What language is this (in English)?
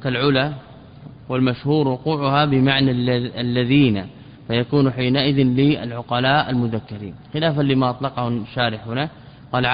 Arabic